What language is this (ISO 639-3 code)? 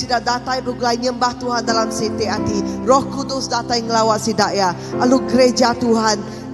iba